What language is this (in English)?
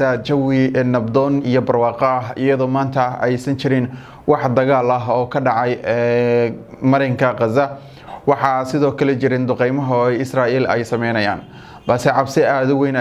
Somali